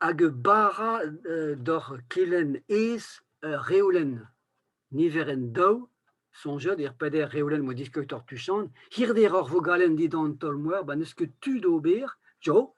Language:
Breton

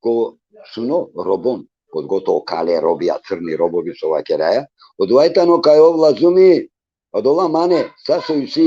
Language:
Balkan Romani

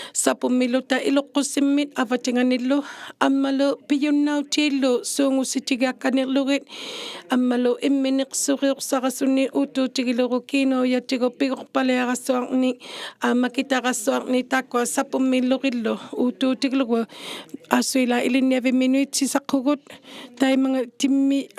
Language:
Inuktitut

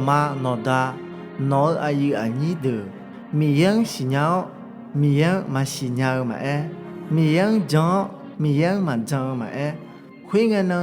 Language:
Akha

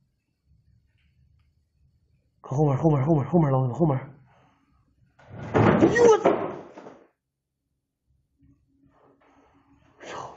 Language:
Chinese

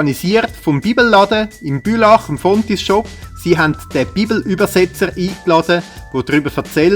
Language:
Swiss German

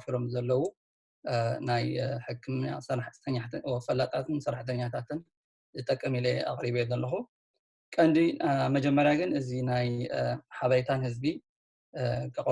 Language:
Tigrinya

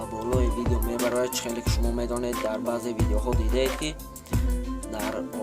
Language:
Tajik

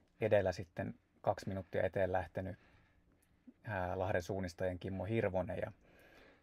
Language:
Finnish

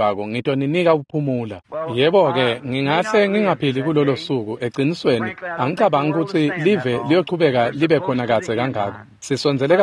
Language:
Swati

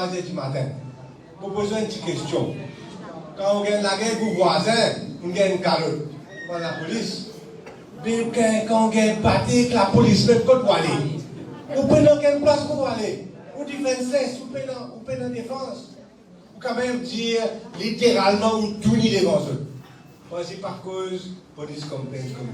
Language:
Morisyen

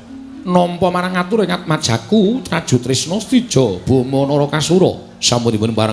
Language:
Javanese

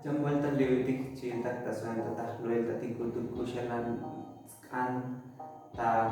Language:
Tzotzil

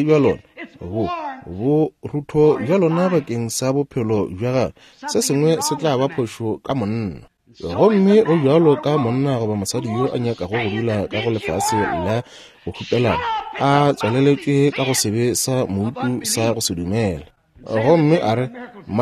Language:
Northern Sotho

